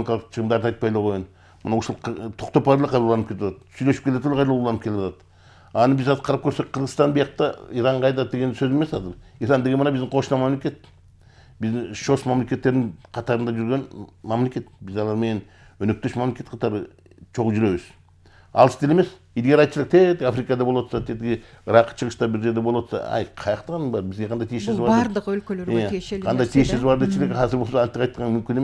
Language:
Kyrgyz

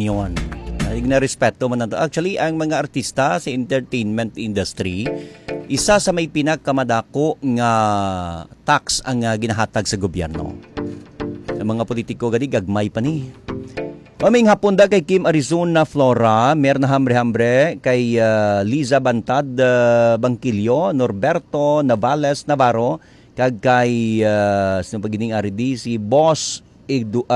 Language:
Hiligaynon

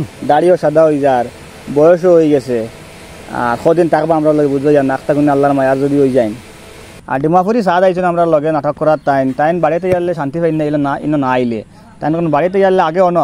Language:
Sylheti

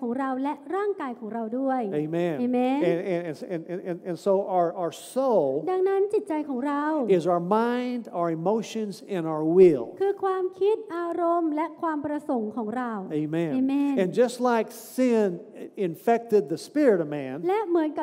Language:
Thai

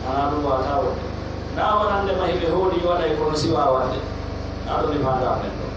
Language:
Pular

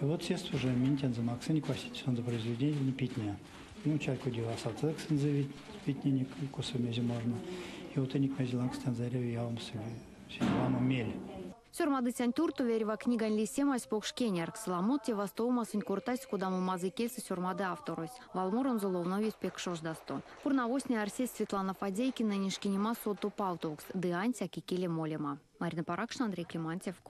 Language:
Erzya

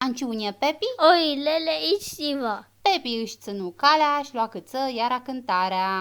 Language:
Aromanian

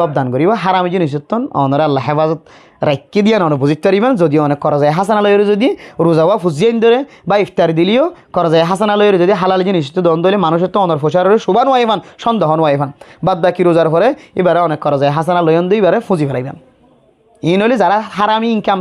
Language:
Rohingya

